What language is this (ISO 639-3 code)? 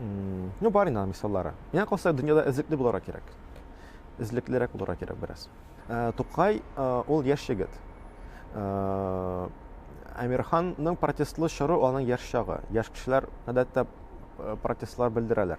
tat